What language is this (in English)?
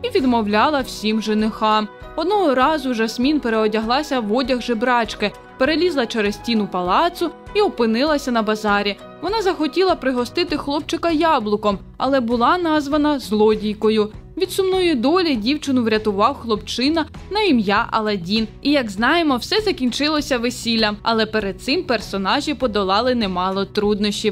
Ukrainian